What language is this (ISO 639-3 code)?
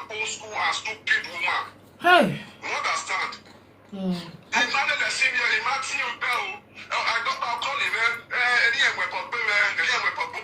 pcm